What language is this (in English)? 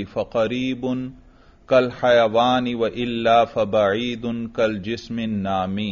Urdu